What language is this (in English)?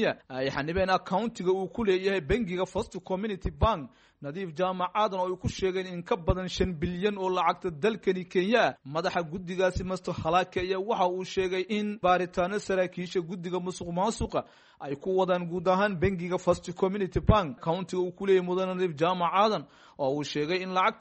Somali